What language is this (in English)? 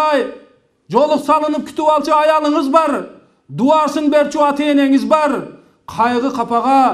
Kyrgyz